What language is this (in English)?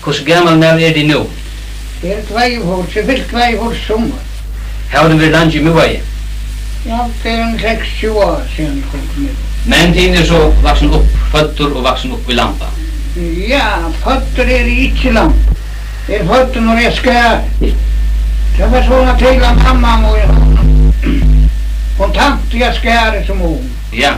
Faroese